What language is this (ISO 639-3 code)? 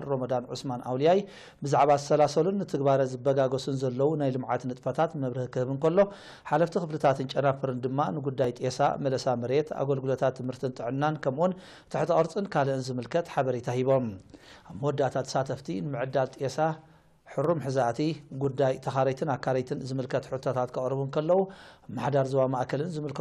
tir